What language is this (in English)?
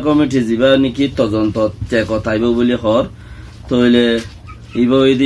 Rohingya